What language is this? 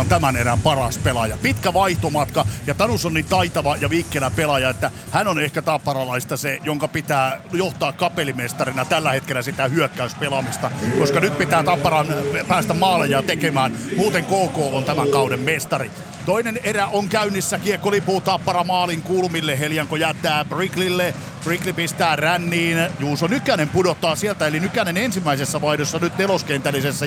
Finnish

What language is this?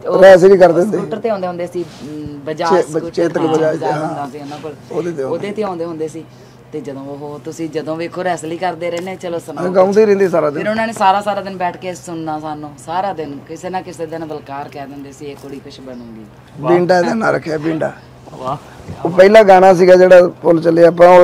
Punjabi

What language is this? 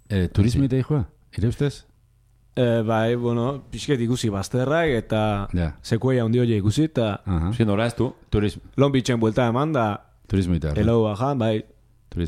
Basque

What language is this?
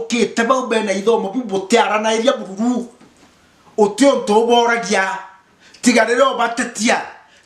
Meru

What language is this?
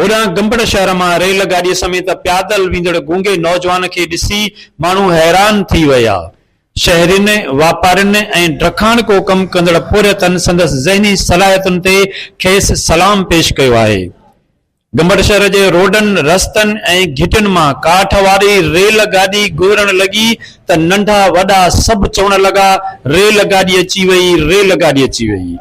Sindhi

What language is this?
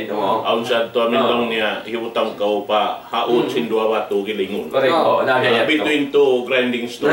Tausug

